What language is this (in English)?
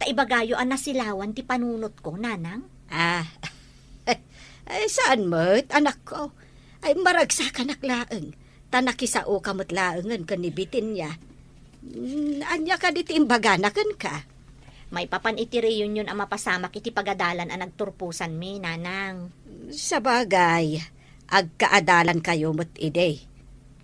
Iloko